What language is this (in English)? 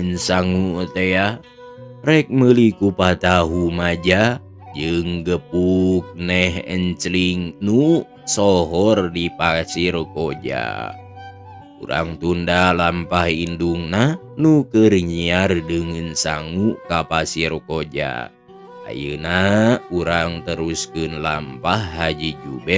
Sundanese